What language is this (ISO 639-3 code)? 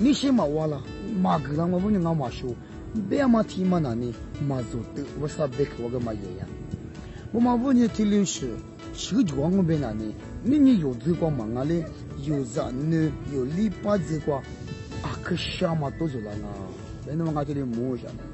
lis